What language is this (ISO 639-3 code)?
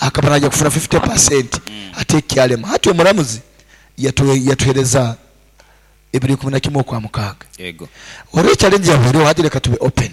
nyo